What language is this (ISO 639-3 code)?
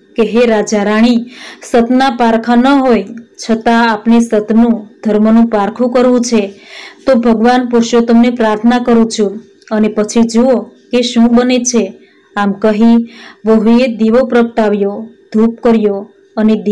guj